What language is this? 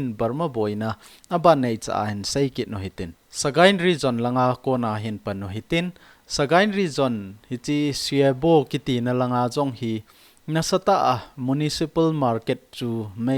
Thado Chin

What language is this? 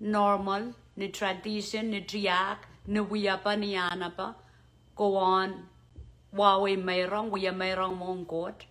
Pohnpeian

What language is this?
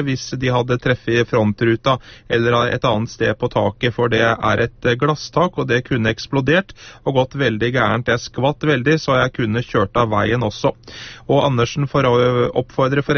Norwegian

